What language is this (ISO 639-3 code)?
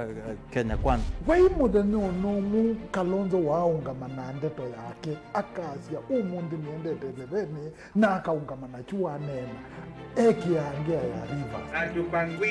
kam